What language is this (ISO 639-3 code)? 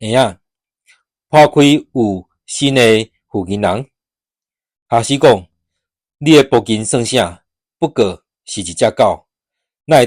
nan